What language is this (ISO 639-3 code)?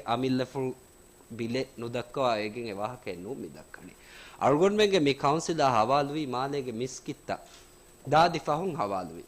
div